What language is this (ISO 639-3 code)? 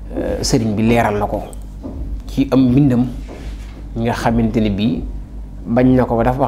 wol